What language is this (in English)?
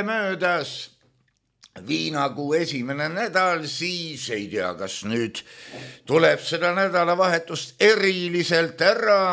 Estonian